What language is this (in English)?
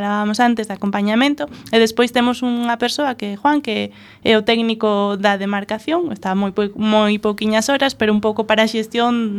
Galician